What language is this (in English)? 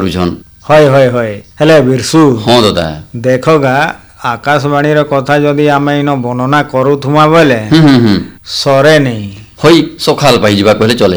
Odia